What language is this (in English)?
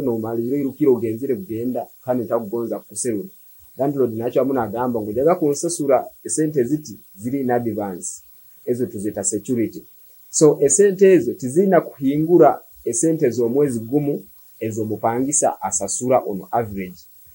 Nyoro